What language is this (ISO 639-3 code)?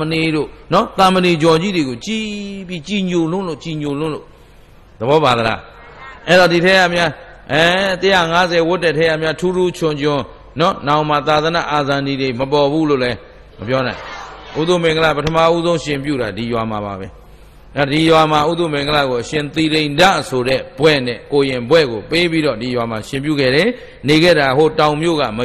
mya